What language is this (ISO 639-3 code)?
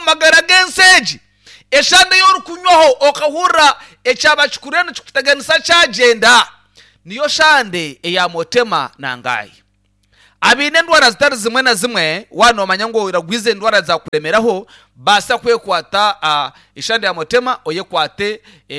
nyn